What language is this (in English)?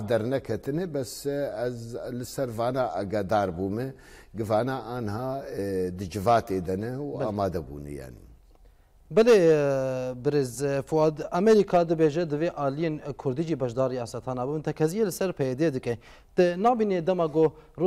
Kurdish